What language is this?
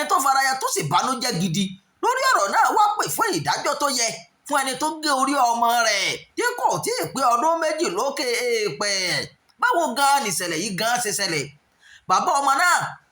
Yoruba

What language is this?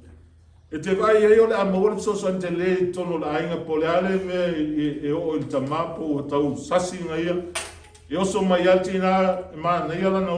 Samoan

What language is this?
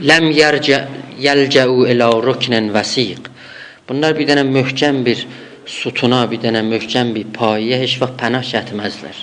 South Azerbaijani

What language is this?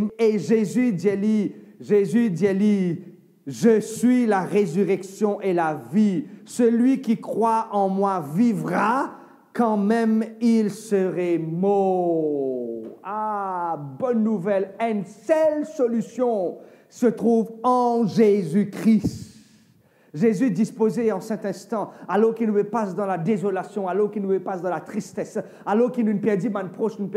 Morisyen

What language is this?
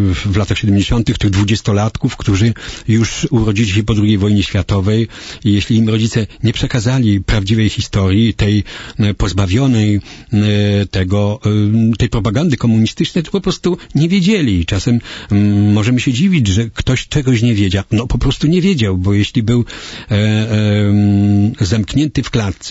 Polish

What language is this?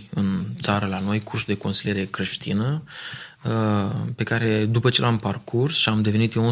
Romanian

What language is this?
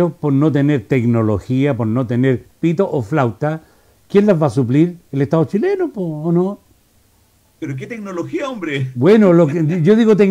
Spanish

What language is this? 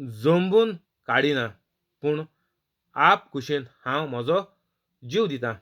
Konkani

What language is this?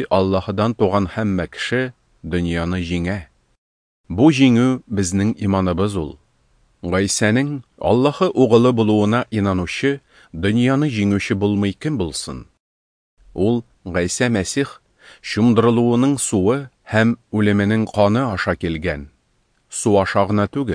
Tatar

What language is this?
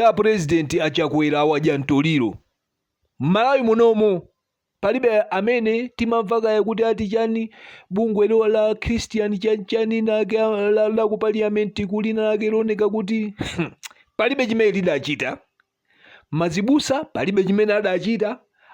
Nyanja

